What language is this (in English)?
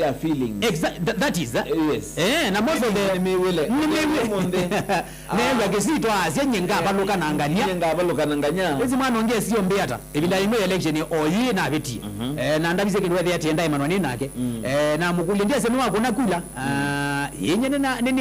Kamba